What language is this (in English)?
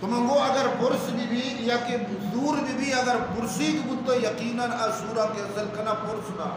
Eastern Balochi